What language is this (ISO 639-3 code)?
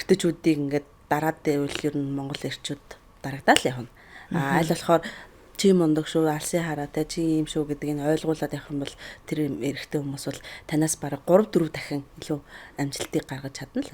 mon